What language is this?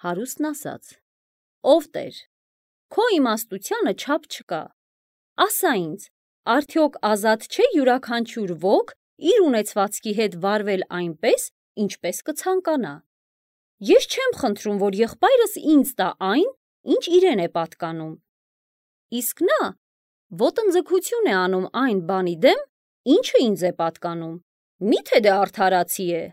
Armenian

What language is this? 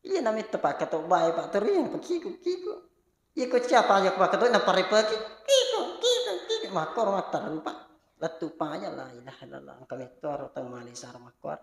Buginese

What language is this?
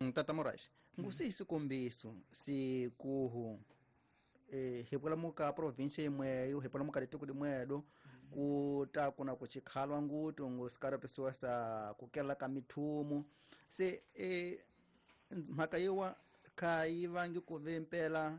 Tsonga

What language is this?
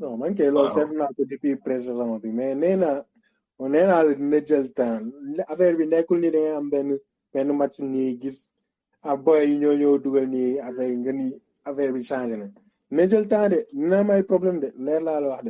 Wolof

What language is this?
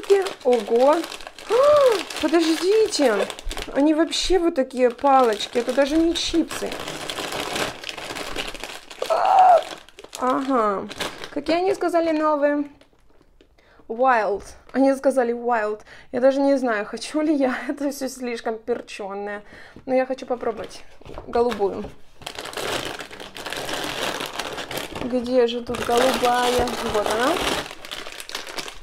Russian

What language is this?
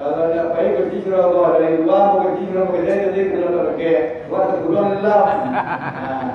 Minangkabau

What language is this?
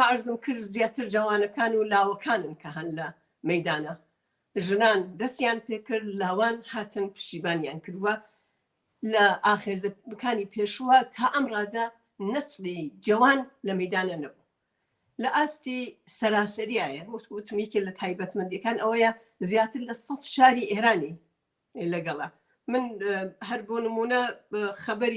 Central Kurdish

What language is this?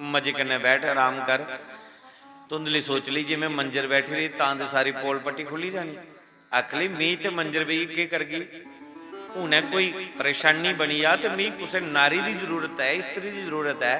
Dogri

